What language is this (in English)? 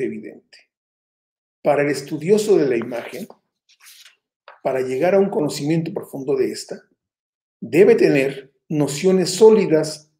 Spanish